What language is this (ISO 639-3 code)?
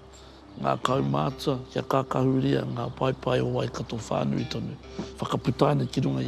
mri